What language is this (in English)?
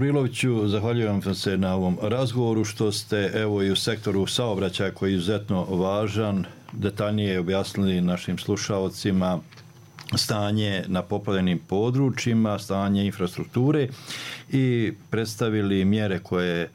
Croatian